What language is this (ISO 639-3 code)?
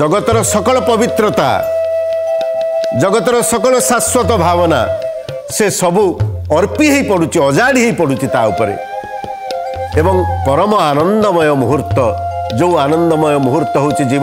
ori